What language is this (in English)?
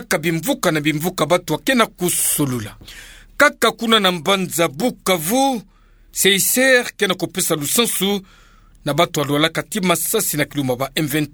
Kituba (Democratic Republic of Congo)